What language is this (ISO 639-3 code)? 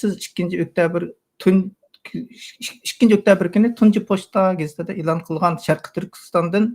uig